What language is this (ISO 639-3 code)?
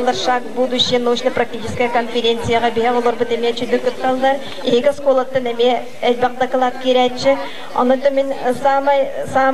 sah